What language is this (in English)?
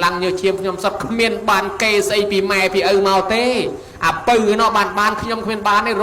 Khmer